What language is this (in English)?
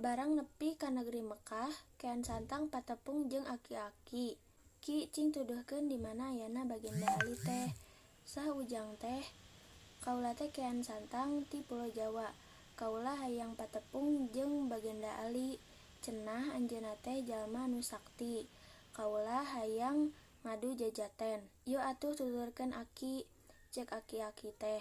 Sundanese